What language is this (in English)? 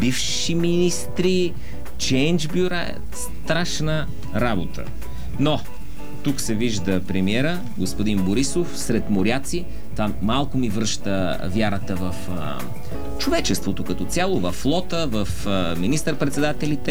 Bulgarian